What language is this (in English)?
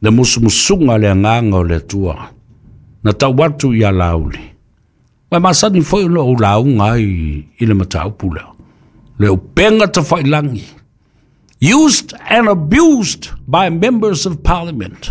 Samoan